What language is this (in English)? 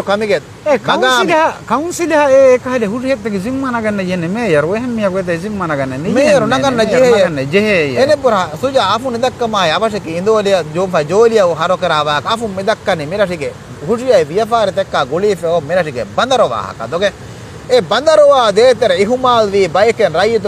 Divehi